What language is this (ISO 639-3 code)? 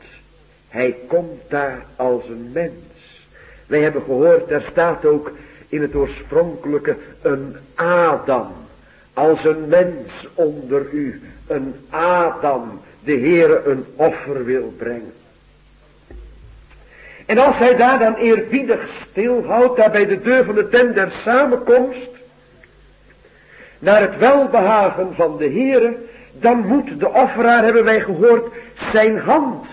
nld